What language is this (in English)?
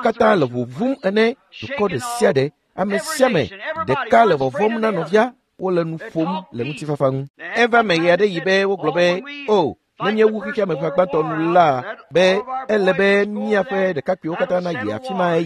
Ewe